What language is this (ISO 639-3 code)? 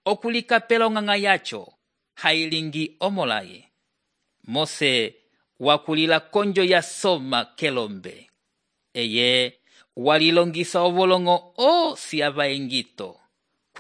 umb